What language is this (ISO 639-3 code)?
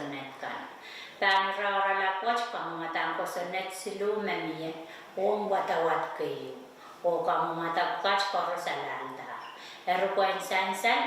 pon